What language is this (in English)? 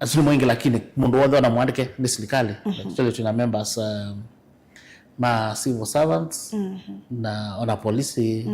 Kamba